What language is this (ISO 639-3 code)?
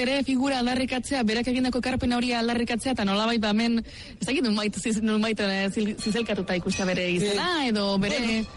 eus